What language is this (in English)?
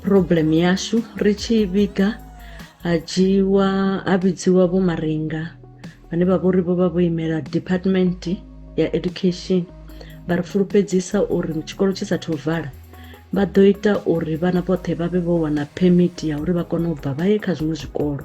Venda